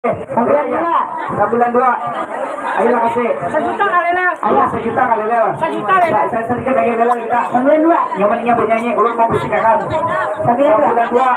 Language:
Banjar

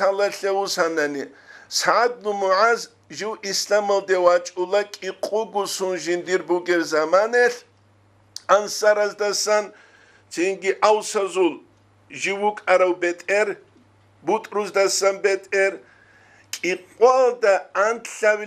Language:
Avaric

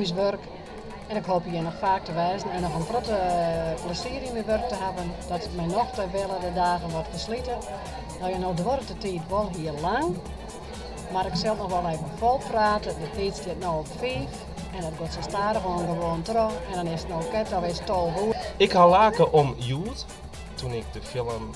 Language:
Western Frisian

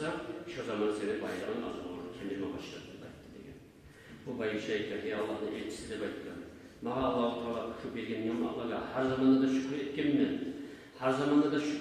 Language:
Kumyk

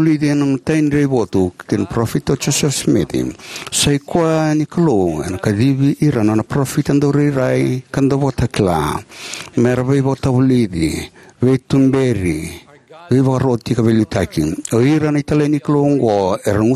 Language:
Fijian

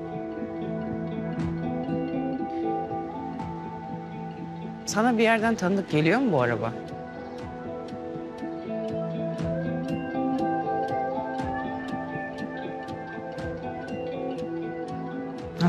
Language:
Turkish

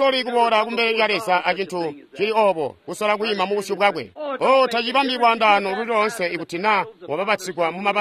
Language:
Tonga (Zambia)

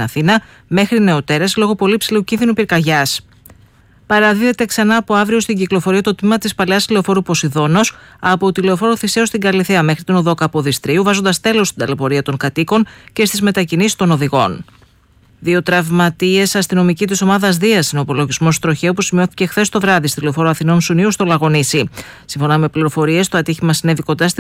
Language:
Greek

